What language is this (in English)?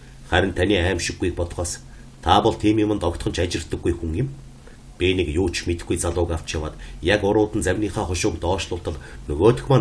Mongolian